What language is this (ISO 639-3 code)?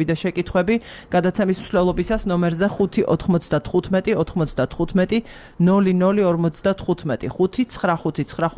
kat